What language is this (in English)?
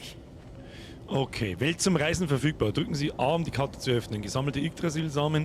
Bavarian